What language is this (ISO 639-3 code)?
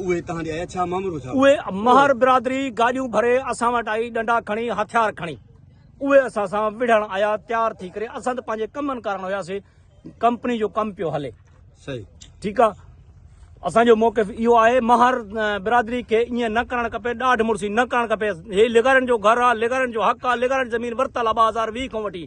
snd